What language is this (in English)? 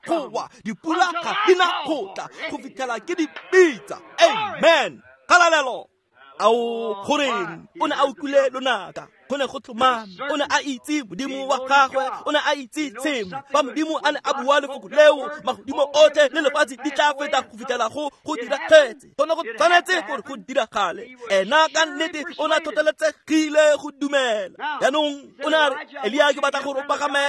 Tswana